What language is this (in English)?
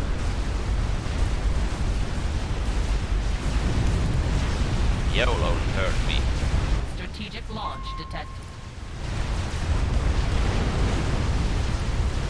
English